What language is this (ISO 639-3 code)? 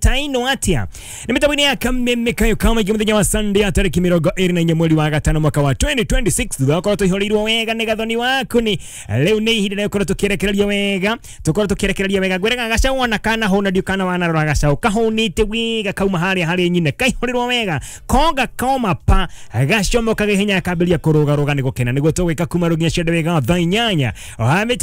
kik